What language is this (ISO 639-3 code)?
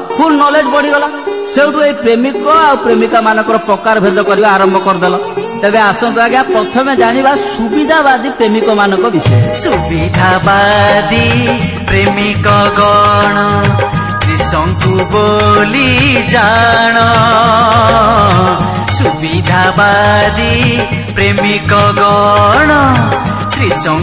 ori